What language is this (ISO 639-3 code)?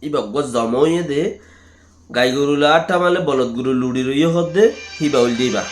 rhg